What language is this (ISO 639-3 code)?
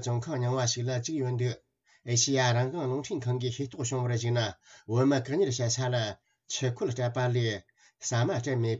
bod